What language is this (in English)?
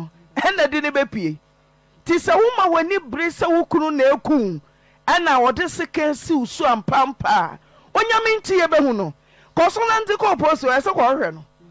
Akan